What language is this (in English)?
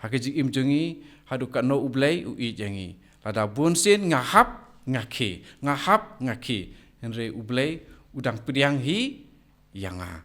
Khasi